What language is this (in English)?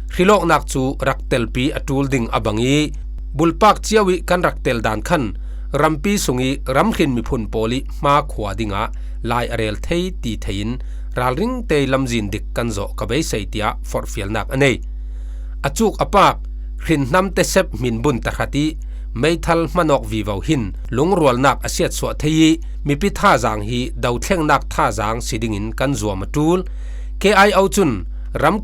Falam Chin